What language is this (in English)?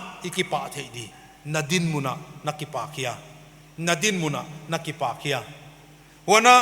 Paite Chin